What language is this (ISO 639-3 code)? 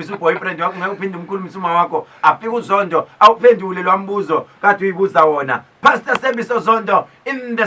zul